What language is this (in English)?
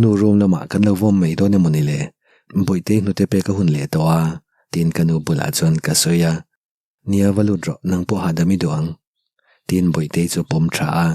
Mizo